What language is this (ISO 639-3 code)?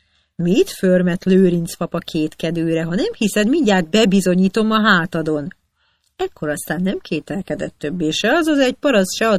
hun